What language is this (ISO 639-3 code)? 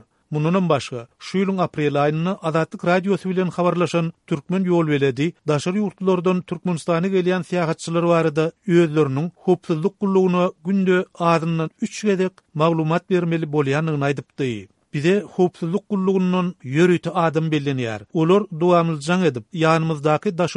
tuk